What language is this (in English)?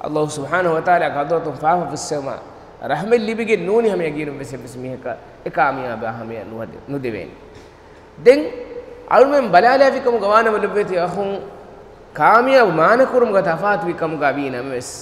Divehi